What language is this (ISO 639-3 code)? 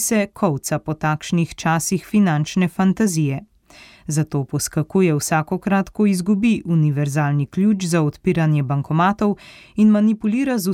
slv